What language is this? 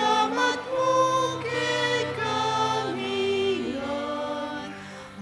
Pampanga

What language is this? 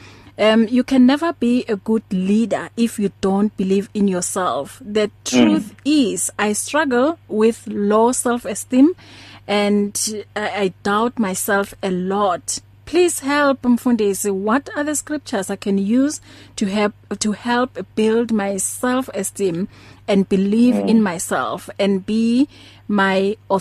English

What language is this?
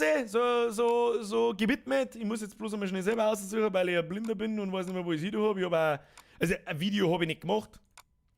Bavarian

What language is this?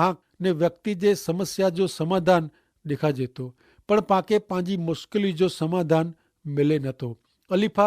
Kachhi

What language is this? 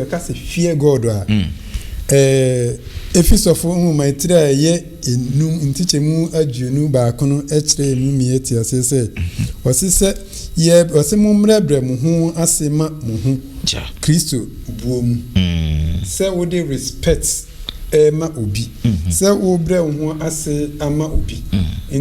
Akan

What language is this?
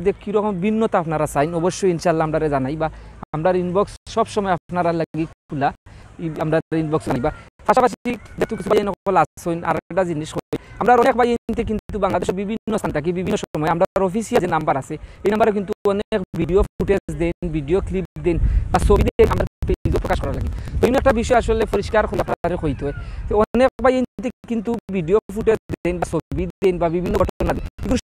Sylheti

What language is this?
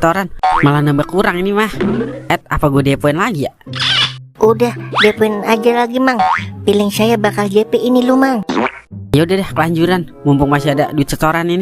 Betawi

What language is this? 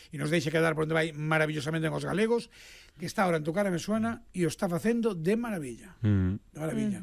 Galician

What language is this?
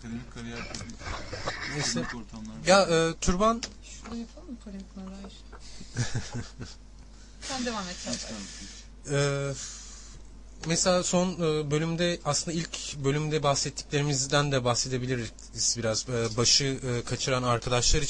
Turkish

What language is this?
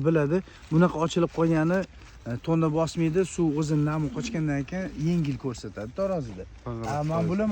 Uzbek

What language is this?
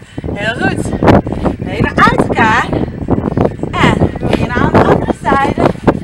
Dutch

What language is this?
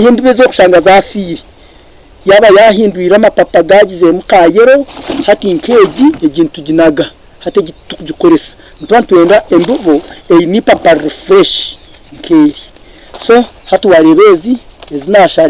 Nyankole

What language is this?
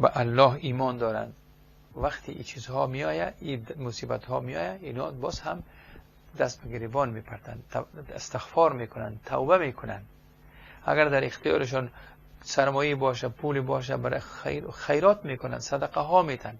Persian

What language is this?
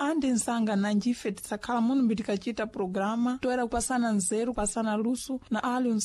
Sena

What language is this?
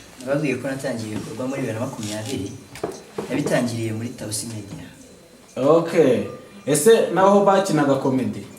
Kinyarwanda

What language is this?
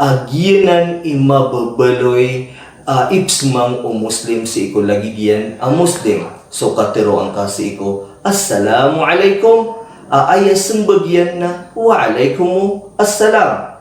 Maranao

